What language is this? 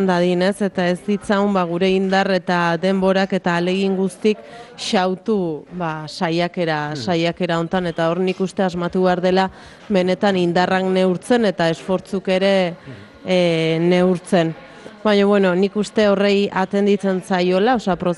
Basque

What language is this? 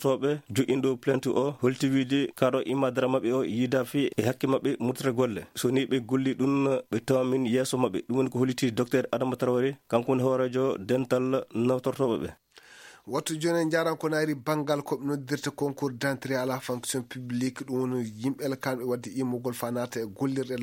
Fula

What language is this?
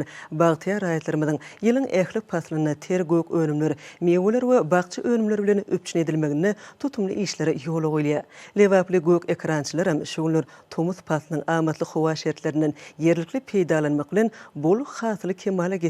Turkmen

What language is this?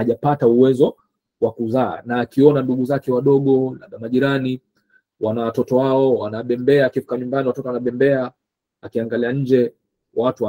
Swahili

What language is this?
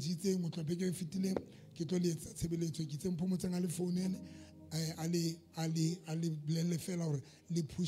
Southern Sotho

